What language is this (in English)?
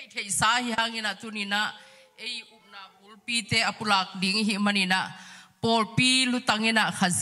Tedim Chin